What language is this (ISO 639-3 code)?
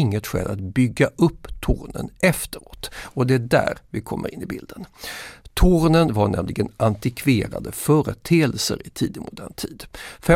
swe